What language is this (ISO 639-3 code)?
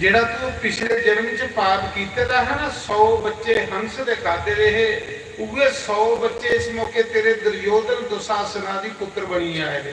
doi